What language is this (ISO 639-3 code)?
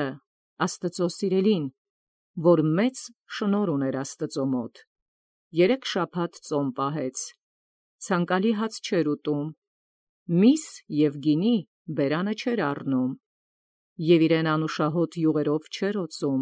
hye